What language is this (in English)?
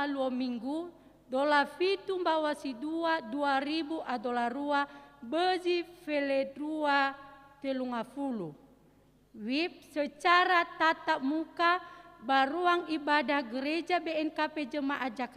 Nias